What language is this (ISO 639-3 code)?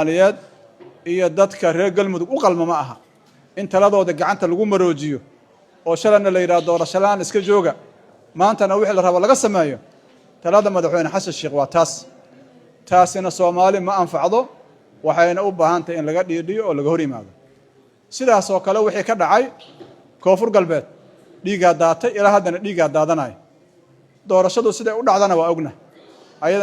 som